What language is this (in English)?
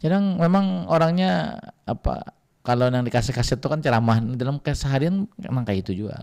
Banjar